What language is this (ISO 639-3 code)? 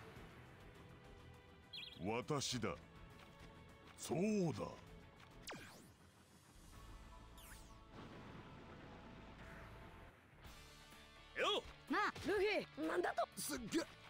jpn